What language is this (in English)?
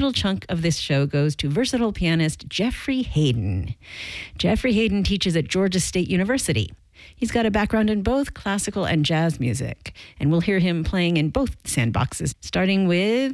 English